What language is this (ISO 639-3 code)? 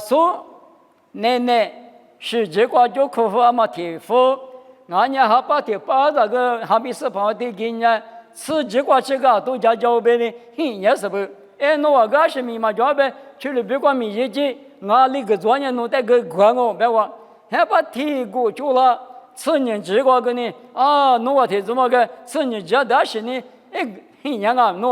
lis